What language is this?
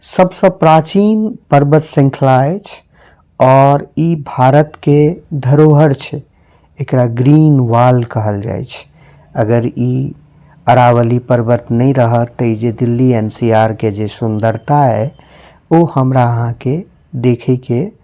Maithili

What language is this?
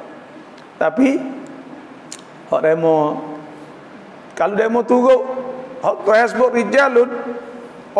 Pattani Malay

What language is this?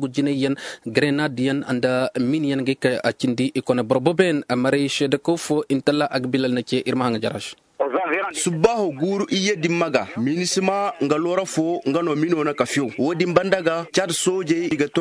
Zarma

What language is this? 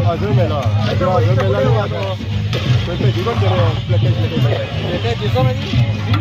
Pahari-Potwari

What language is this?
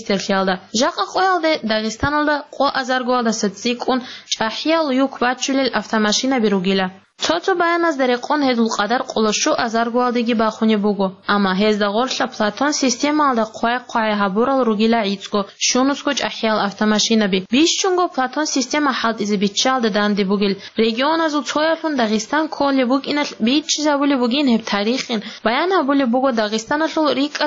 Avaric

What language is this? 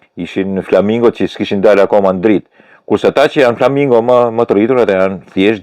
Albanian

